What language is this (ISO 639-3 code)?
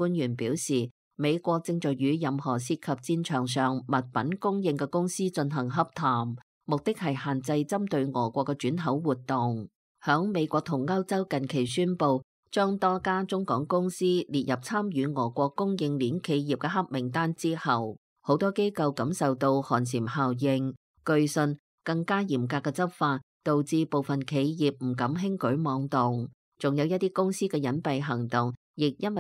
yue